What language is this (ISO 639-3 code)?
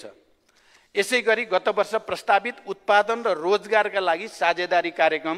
nep